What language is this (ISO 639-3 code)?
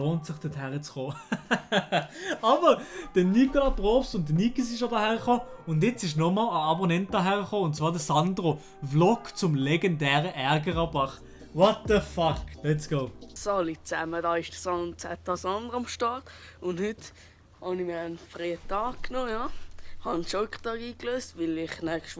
gsw